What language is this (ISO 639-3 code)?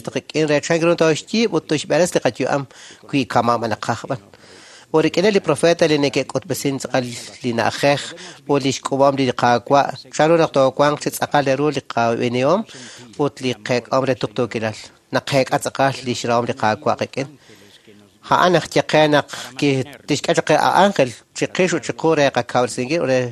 kek